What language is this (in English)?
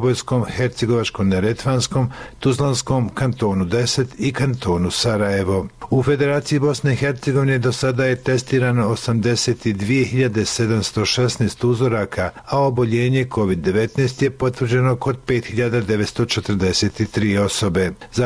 Bosnian